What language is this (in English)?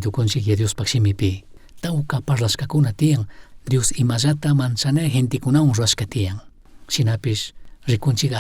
Chimborazo Highland Quichua